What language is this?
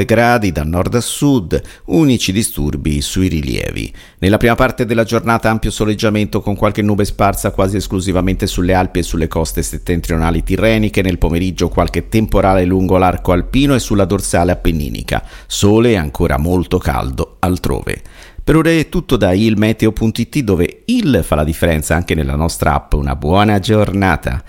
Italian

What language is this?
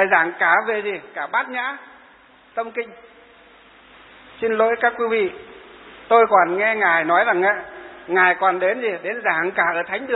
Vietnamese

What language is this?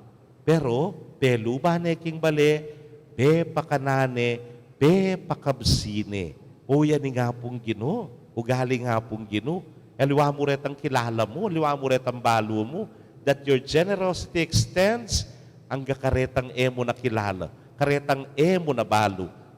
Pampanga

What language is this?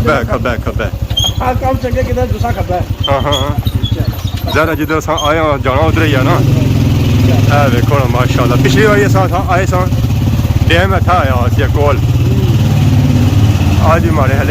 Pahari-Potwari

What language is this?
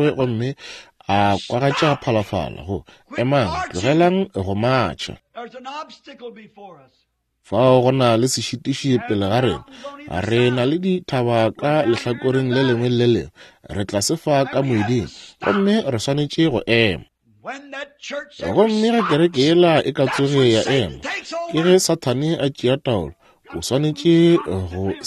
Northern Sotho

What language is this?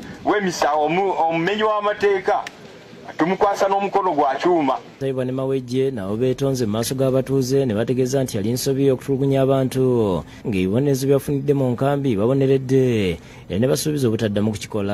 Ganda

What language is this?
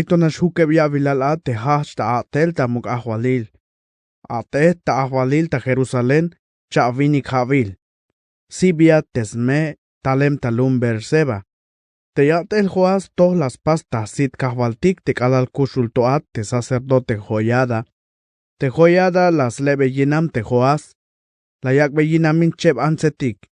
Tzeltal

